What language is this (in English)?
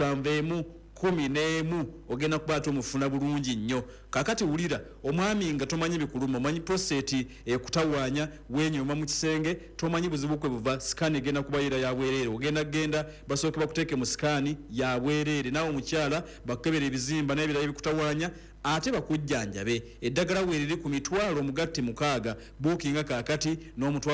Ganda